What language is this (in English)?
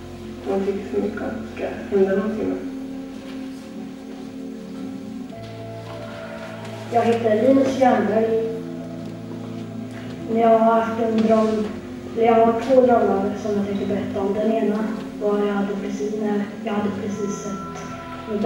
Swedish